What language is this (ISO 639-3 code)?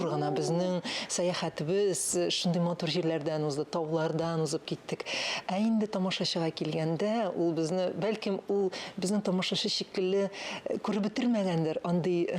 tat